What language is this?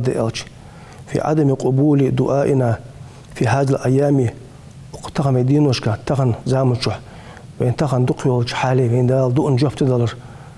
Ingush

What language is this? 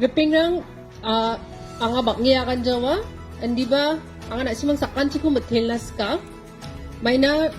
Garo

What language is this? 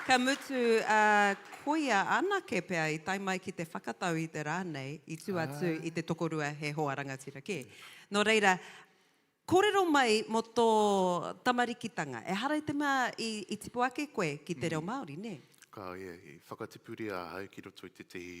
Māori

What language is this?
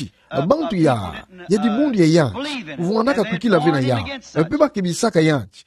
Kituba (Democratic Republic of Congo)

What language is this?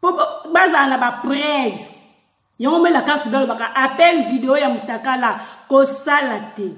Lingala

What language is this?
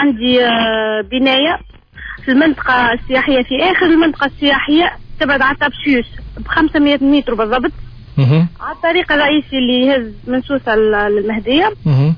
Tunisian Arabic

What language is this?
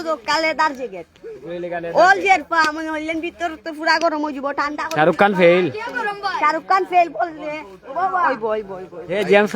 Sylheti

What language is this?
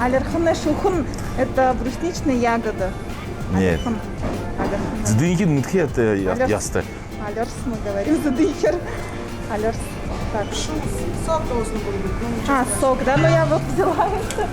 Buriat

